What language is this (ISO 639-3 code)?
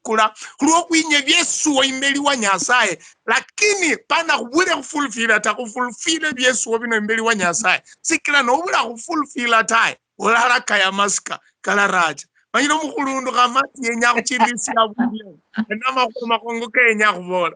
luy